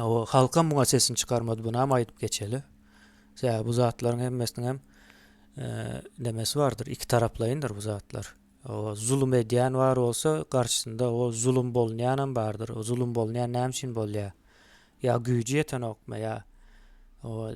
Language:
Turkmen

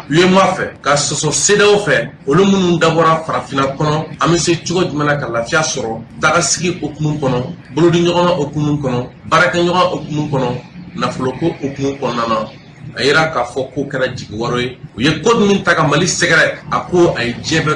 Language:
Bambara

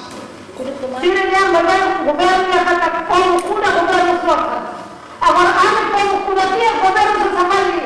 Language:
Tetum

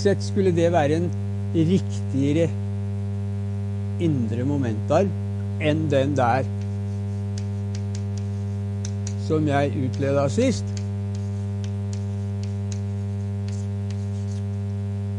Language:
Norwegian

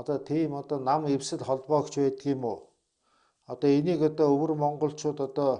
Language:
Mongolian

